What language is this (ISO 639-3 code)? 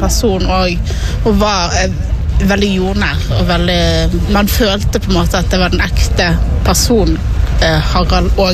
nor